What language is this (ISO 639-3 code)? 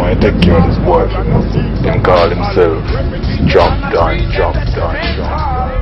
jam